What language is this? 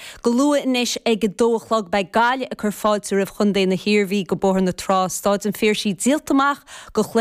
Irish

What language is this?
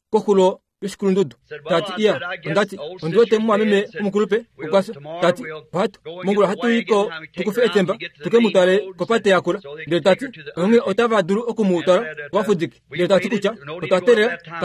Kuanyama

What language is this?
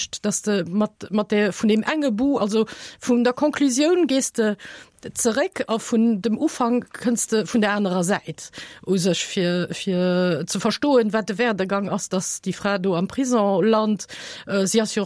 Luxembourgish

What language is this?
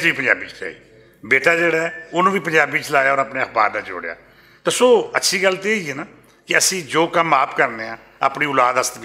Western Panjabi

